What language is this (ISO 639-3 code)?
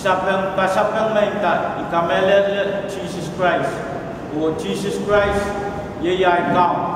pon